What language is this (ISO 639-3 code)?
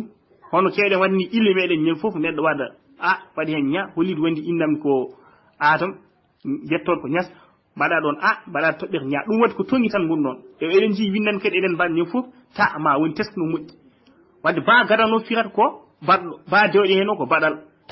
ful